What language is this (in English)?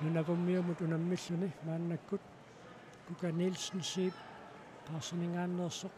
Kalaallisut